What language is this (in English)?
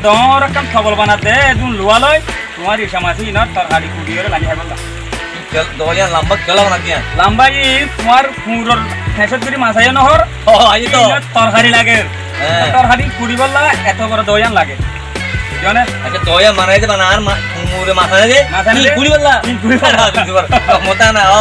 Rohingya